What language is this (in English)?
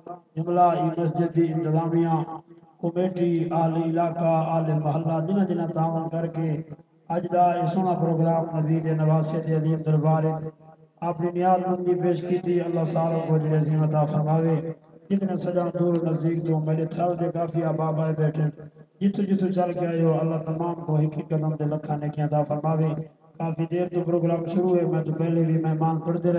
Saraiki